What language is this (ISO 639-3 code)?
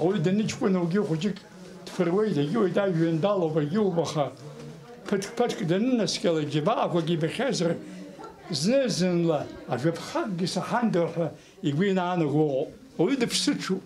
abk